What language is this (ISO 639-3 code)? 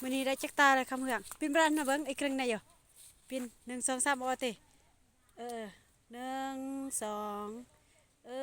lao